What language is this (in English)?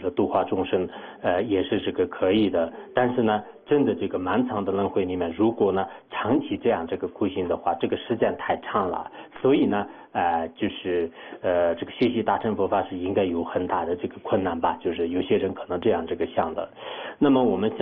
Chinese